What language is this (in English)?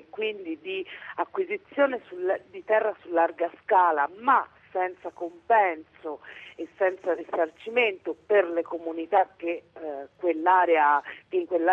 Italian